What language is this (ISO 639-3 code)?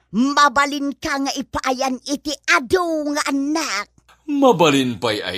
ilo